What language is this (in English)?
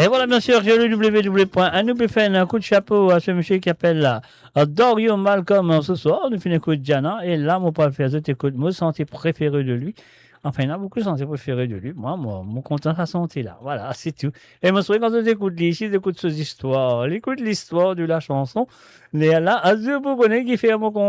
Morisyen